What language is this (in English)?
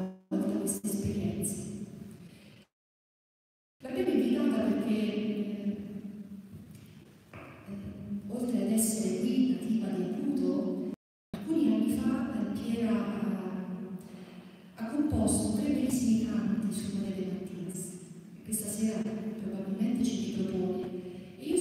Italian